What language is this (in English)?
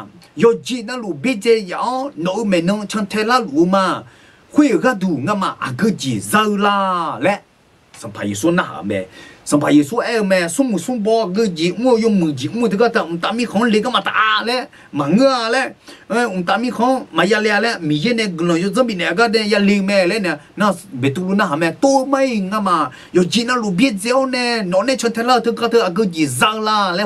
Akha